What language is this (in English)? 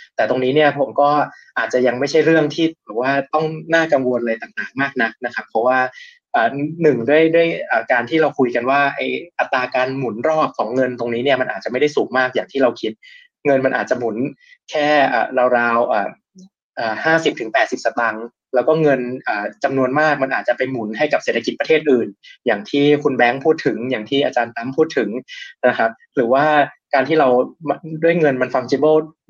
Thai